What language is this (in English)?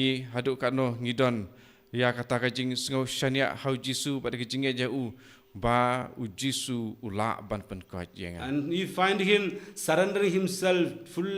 Khasi